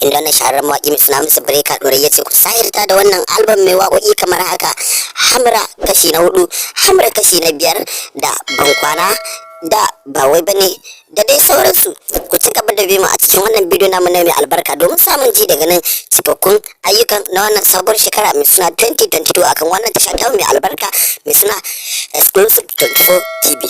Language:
Hausa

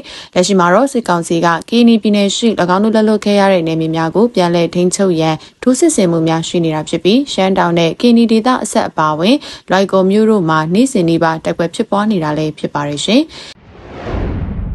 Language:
Burmese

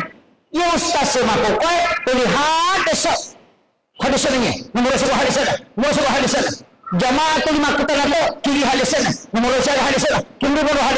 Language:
Buginese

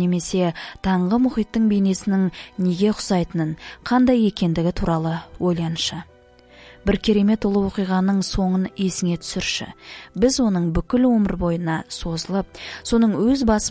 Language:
Kazakh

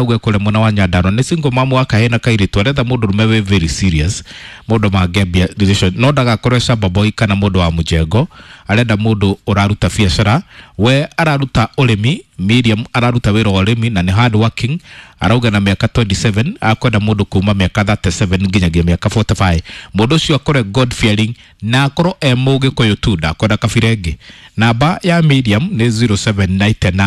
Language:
Kikuyu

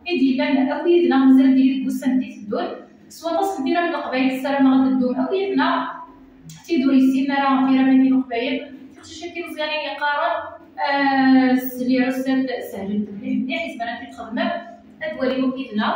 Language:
Kabyle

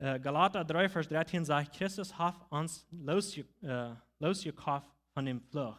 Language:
Plautdietsch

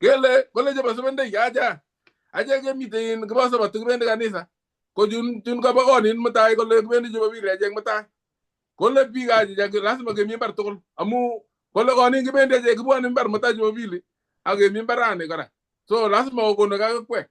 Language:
Kalenjin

